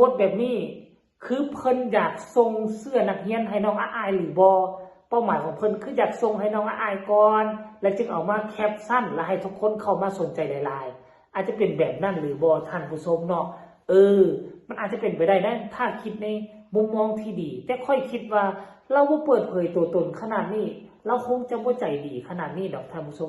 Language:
Northeastern Thai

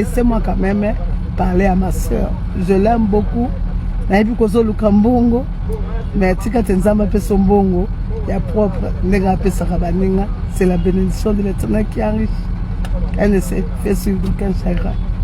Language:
Lingala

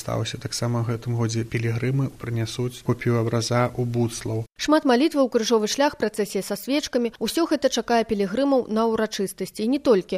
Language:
Belarusian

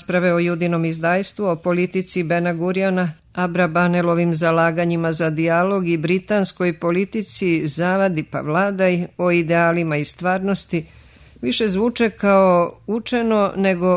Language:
Serbian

